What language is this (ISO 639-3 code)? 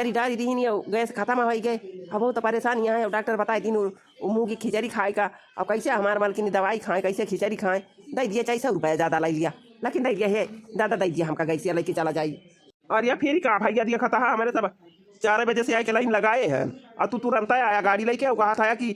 awa